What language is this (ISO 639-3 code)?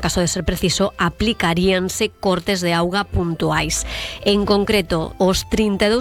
glg